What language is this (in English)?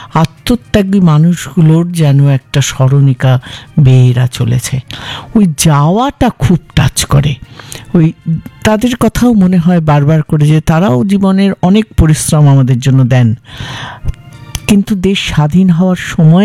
Bangla